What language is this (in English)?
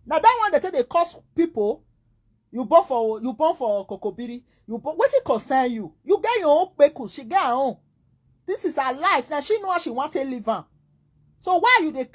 Nigerian Pidgin